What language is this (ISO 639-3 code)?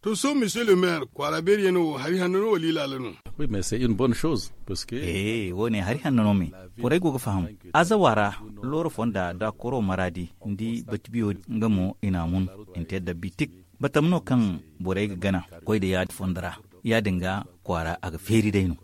dje